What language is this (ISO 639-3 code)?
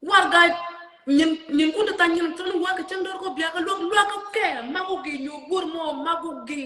nus